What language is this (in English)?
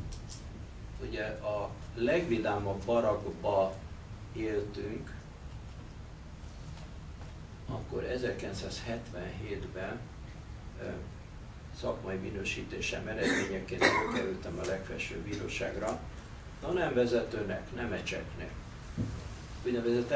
Hungarian